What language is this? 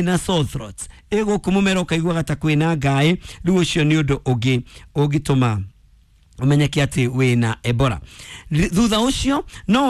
Kikuyu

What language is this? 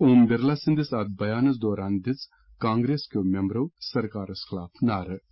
Kashmiri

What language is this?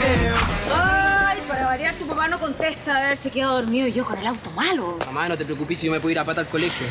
Spanish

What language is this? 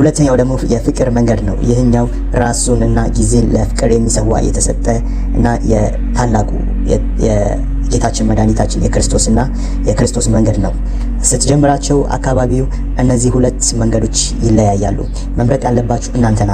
Amharic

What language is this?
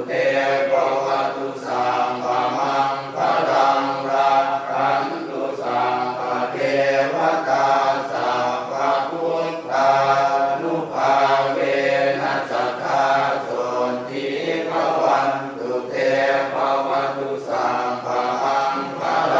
Pali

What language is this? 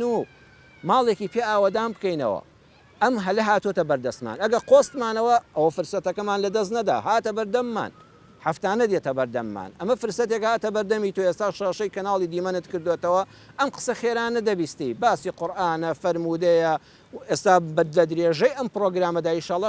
Central Kurdish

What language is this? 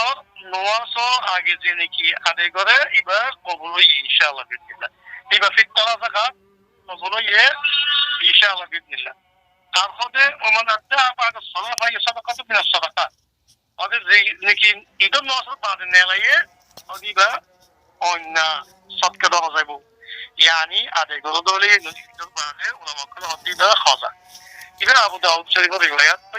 Rohingya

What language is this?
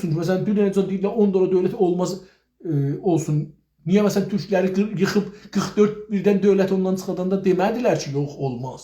South Azerbaijani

